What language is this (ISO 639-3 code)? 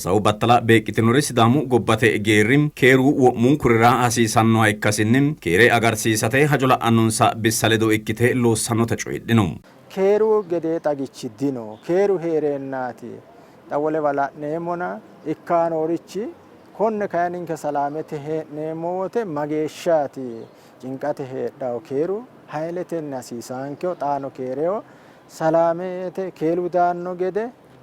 sid